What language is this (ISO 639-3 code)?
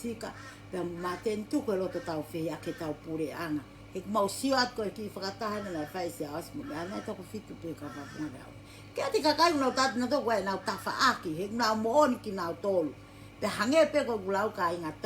ton